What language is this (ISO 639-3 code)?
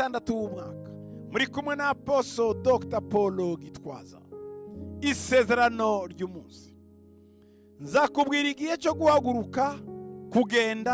kin